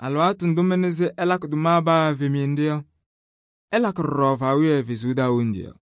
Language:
Kabiyè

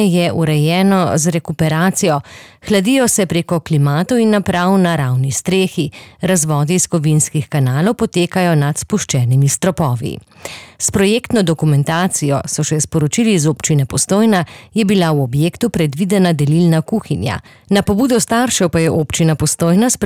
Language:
Slovenian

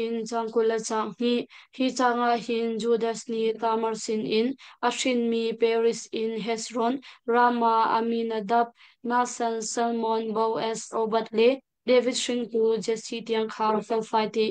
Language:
Hakha Chin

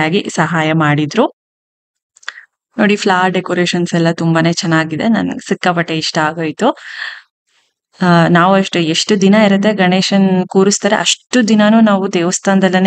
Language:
Kannada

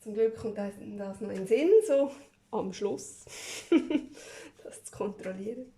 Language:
Swiss German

